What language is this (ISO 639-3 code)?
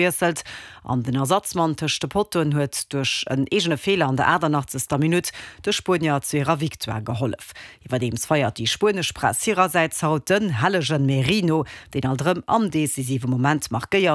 ltz